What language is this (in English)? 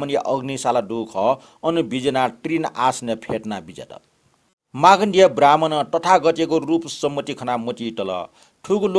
Newari